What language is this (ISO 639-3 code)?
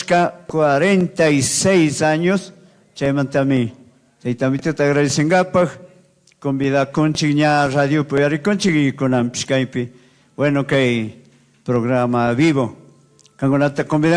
qug